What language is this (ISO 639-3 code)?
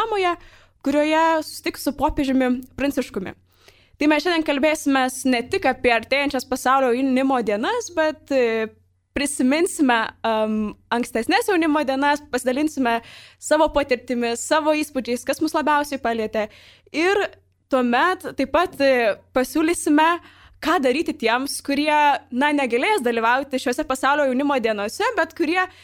lit